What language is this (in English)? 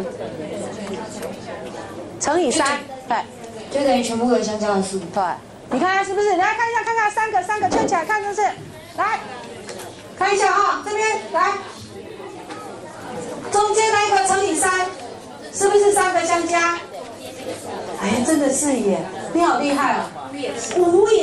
Chinese